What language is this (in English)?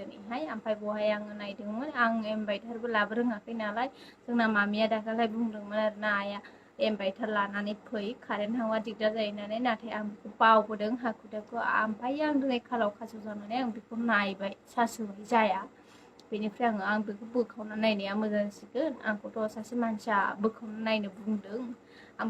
Bodo